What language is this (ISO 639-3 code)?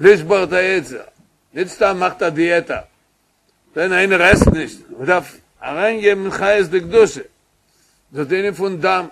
yid